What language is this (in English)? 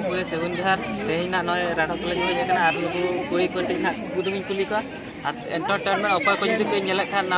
Santali